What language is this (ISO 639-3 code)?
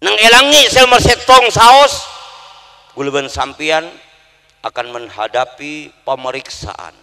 mad